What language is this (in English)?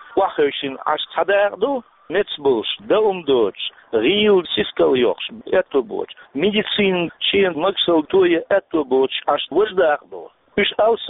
Chechen